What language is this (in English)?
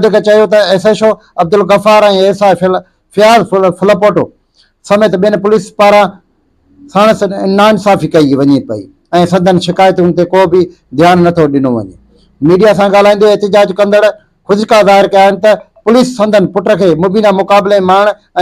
Sindhi